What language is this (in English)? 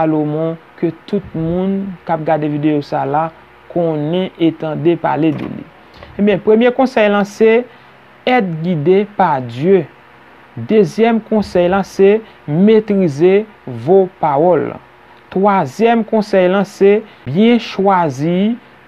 Haitian Creole